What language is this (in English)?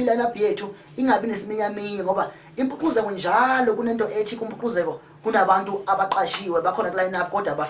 Zulu